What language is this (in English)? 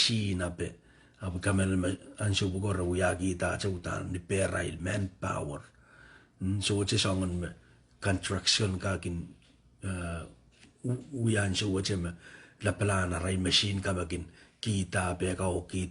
Pohnpeian